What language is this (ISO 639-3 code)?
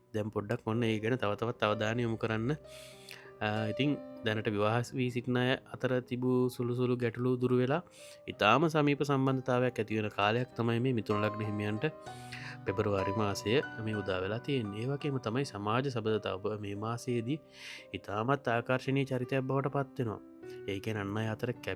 sin